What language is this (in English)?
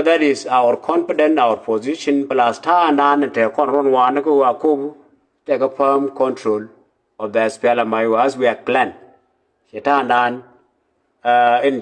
Nuer